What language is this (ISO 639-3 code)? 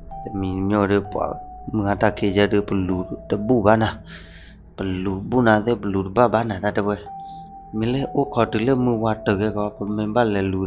ksw